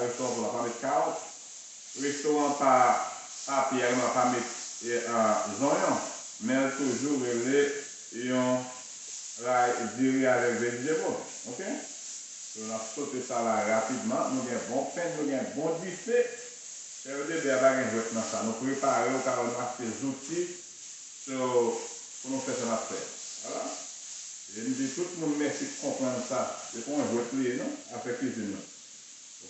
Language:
Haitian Creole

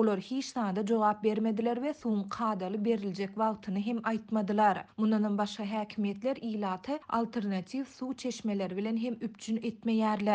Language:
Turkmen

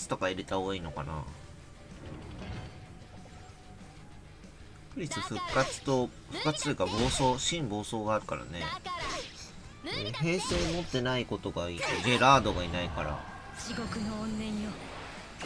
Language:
Japanese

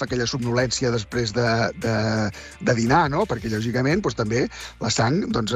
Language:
Catalan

